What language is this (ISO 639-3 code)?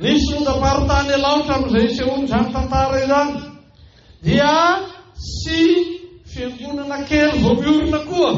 mlg